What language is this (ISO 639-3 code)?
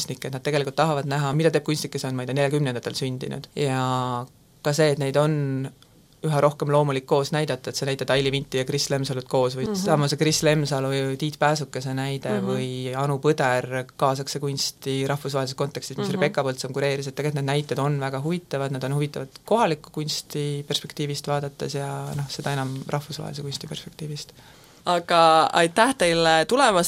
est